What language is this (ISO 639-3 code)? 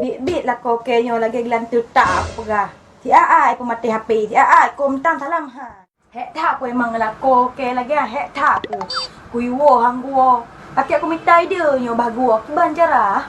ace